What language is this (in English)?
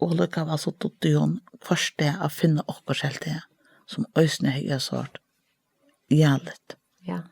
Faroese